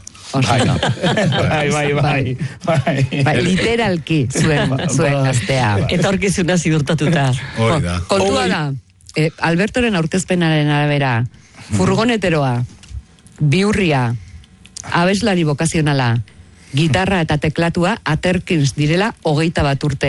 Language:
Basque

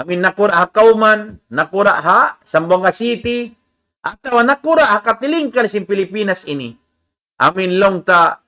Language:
Tausug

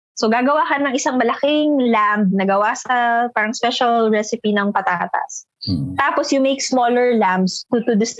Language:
Filipino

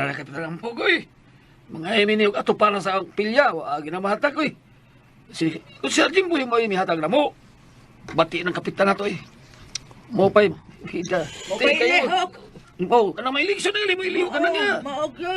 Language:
Cebuano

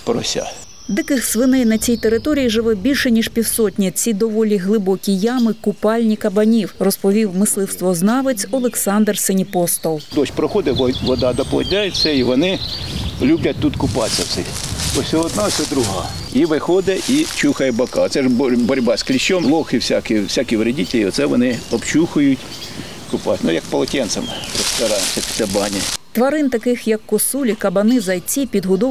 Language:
Ukrainian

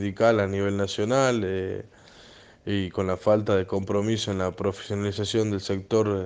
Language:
Spanish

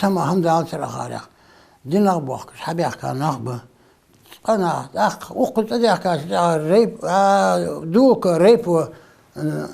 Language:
Ingush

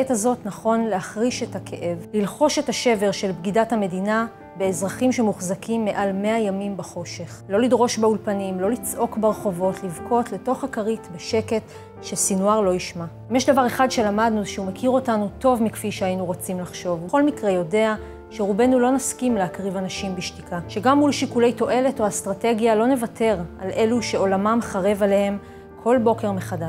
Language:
Hebrew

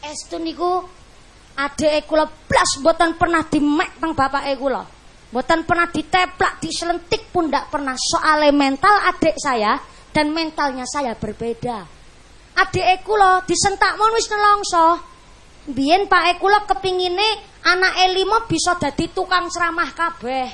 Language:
Javanese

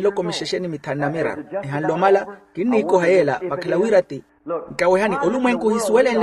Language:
Makhuwa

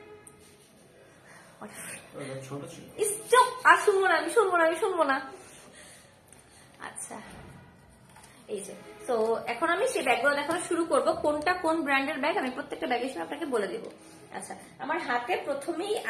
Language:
Bangla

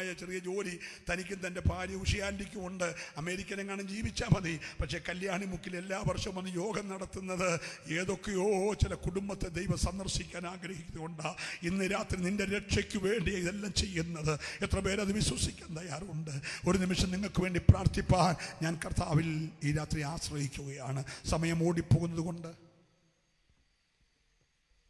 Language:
Malayalam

